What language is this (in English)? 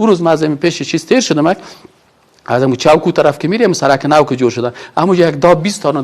Persian